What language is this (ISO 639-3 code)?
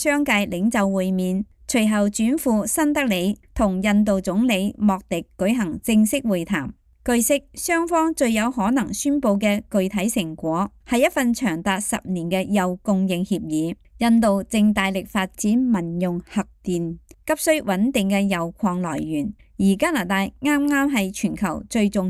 yue